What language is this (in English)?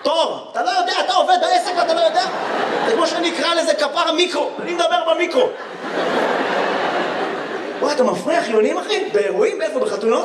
Hebrew